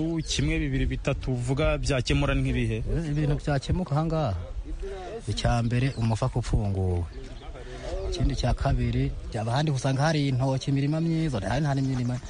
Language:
Kinyarwanda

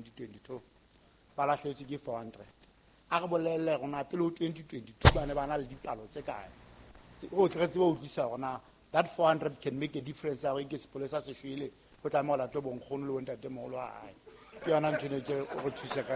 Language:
Southern Sotho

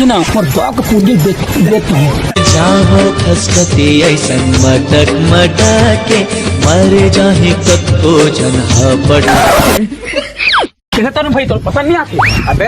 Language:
Chhattisgarhi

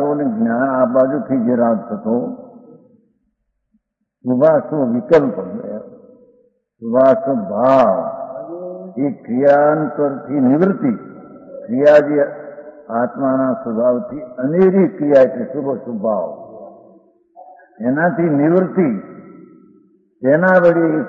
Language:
Gujarati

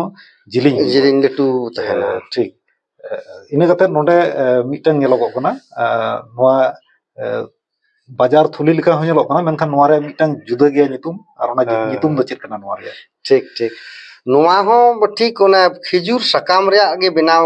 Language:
Santali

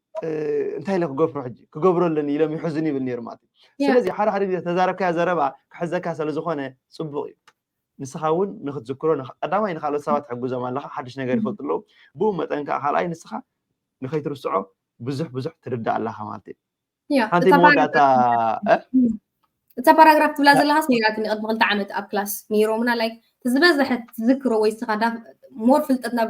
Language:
Tigrinya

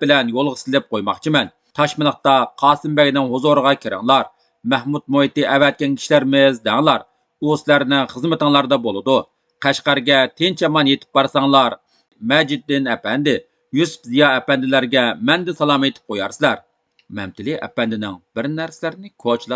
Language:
Uyghur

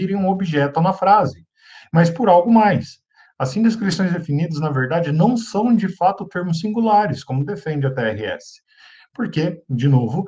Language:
Portuguese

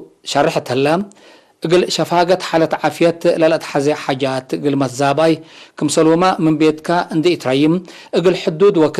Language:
Tigre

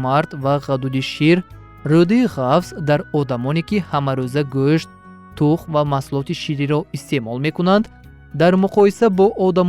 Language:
Tajik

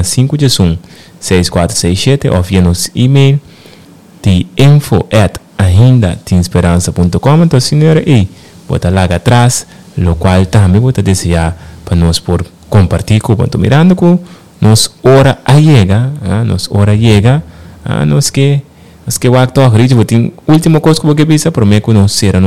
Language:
Papiamento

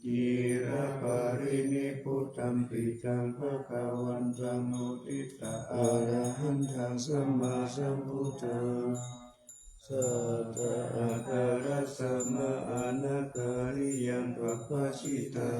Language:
Pali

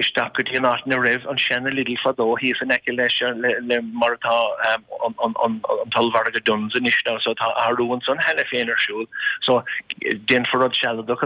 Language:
Irish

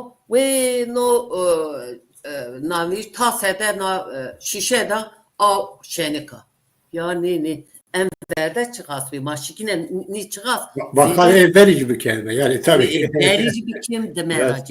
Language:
Zaza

